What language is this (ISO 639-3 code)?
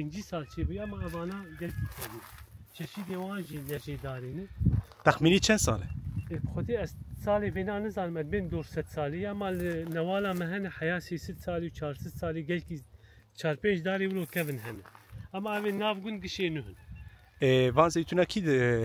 kur